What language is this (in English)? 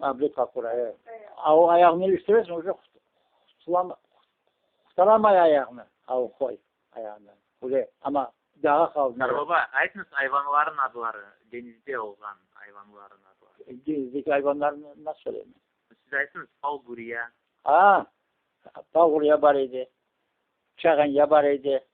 Crimean Tatar